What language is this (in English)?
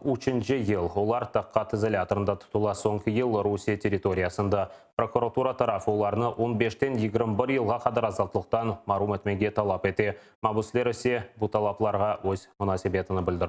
Crimean Tatar